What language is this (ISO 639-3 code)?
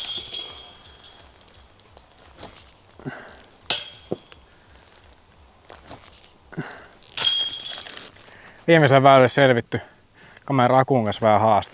fin